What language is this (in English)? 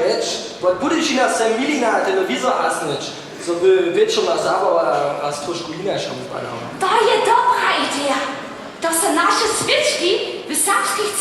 Upper Sorbian